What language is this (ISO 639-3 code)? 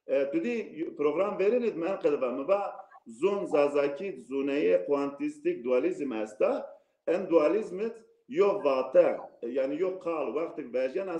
zza